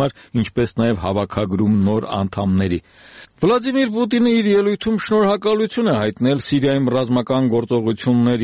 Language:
Armenian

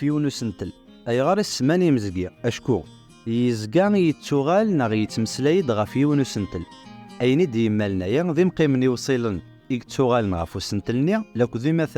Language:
Kabyle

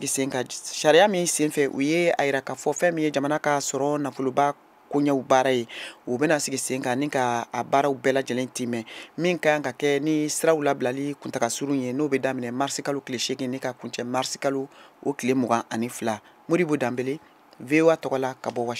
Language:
Bambara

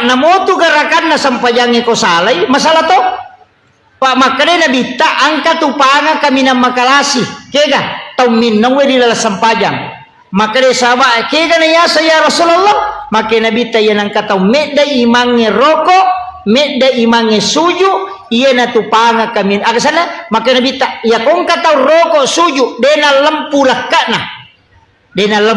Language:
Buginese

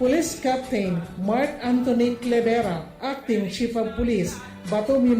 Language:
Bikol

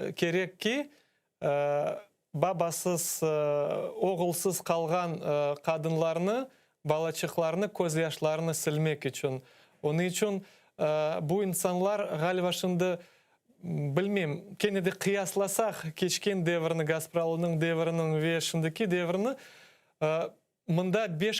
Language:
Crimean Tatar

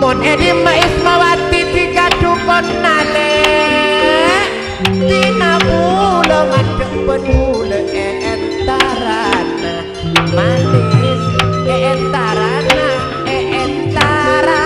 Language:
Madurese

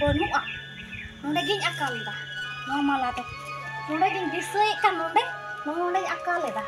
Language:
Santali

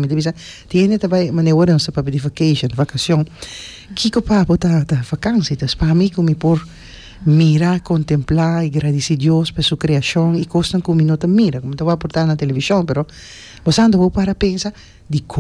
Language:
Papiamento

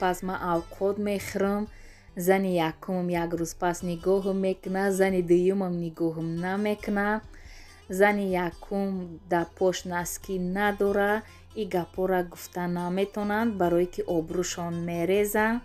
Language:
Tajik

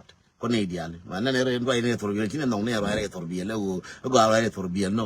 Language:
Nuer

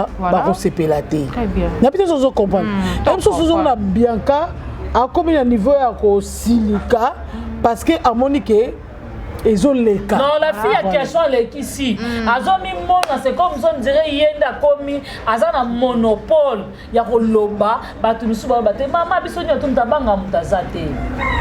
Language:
Lingala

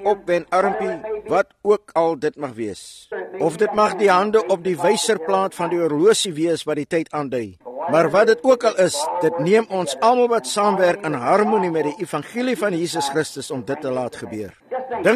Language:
Afrikaans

